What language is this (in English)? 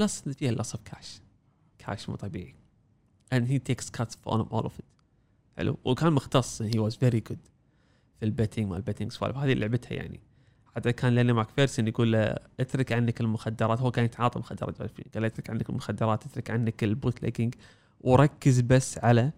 Gulf Arabic